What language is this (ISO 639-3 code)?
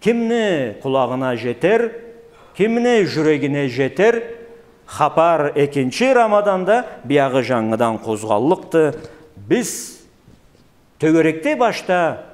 krc